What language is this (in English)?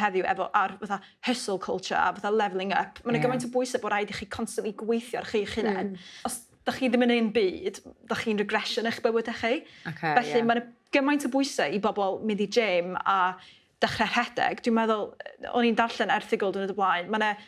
Welsh